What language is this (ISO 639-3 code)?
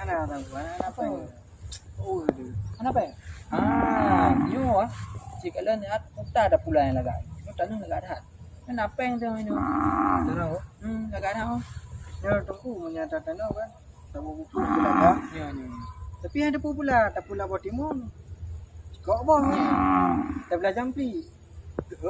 ace